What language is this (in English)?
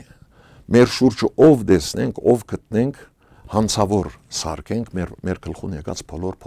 Western Armenian